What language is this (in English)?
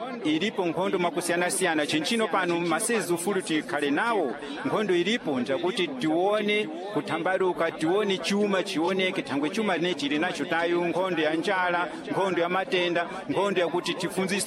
Sena